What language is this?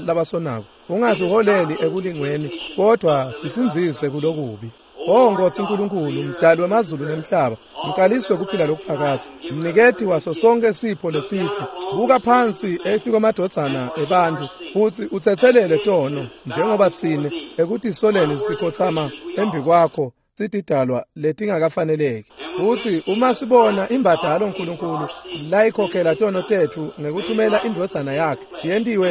Swati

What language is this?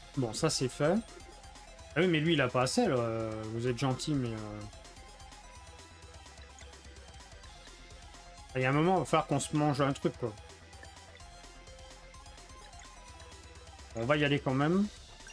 French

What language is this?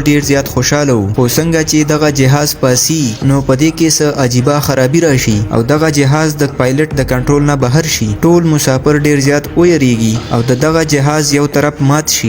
Pashto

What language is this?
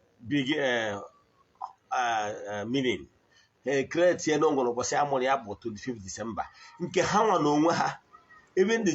Igbo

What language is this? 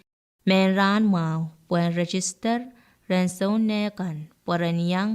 Pohnpeian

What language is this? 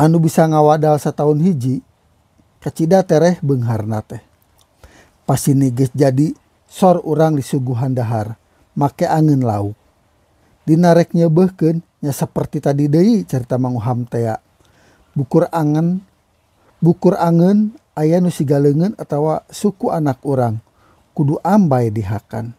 Sundanese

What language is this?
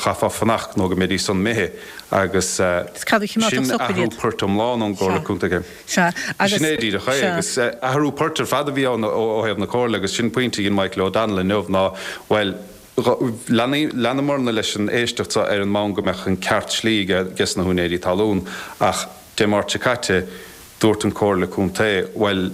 Irish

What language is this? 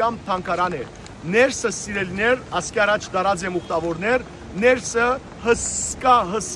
Western Armenian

